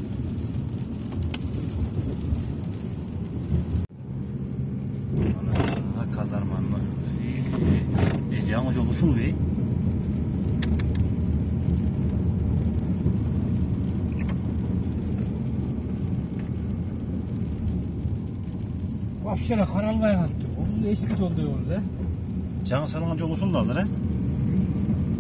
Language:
Kyrgyz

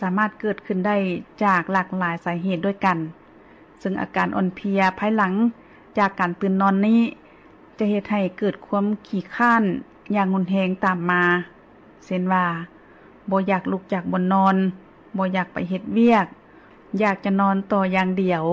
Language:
Lao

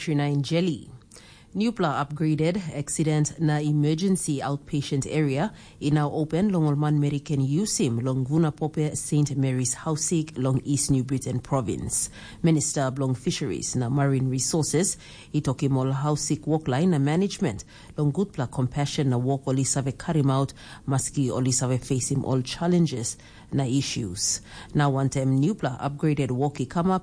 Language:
Tok Pisin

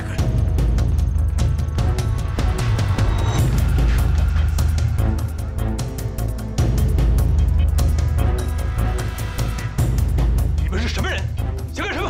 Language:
Chinese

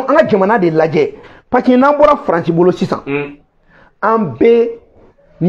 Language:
Bambara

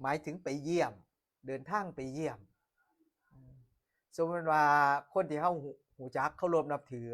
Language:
Northeastern Thai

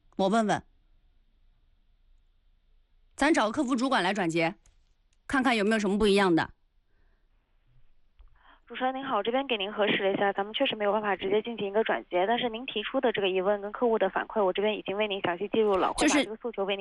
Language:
Chinese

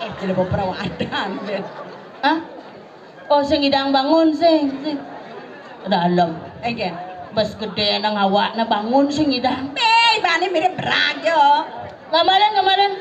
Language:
Balinese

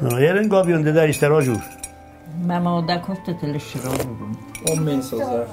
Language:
Ossetic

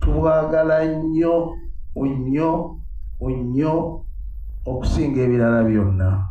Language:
Ganda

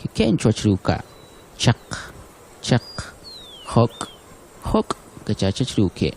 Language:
Kʼicheʼ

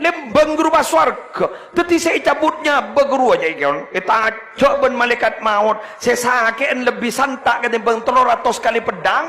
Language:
Madurese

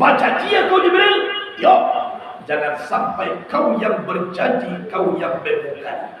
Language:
Minangkabau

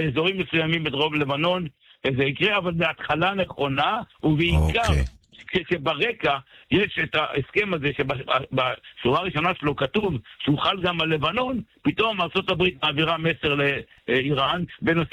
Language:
Hebrew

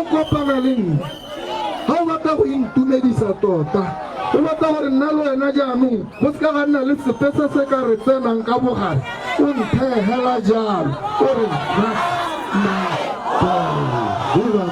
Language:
Tswana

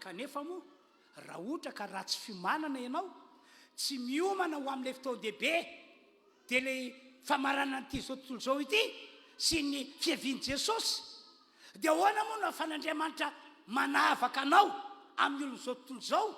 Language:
Malagasy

